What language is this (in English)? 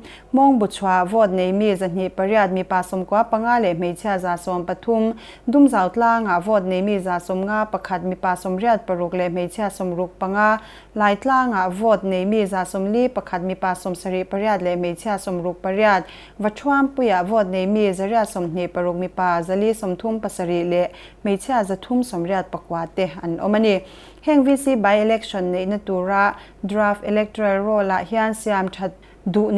Mizo